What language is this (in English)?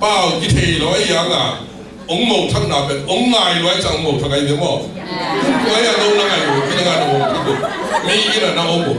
Tedim Chin